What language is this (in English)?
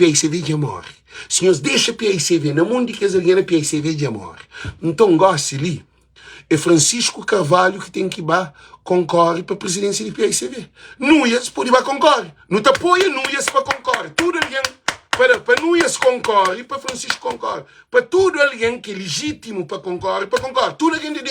Kabuverdianu